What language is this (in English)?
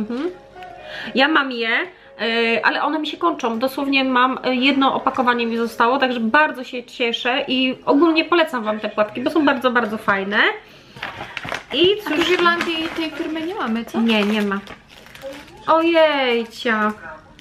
Polish